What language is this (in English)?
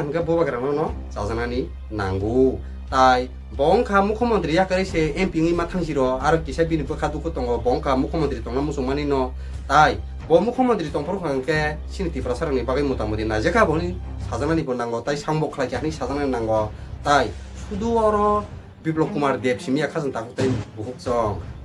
Kok Borok